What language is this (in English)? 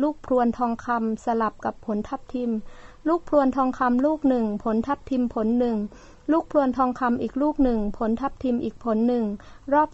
Thai